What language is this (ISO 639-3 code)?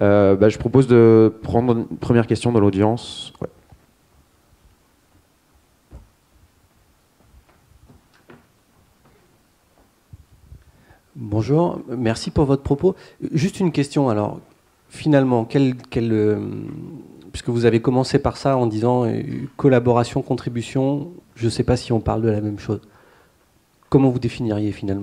fra